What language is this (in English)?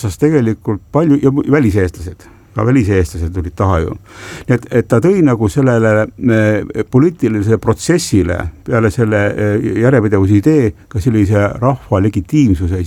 Estonian